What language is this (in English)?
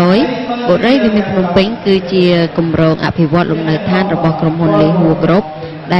Khmer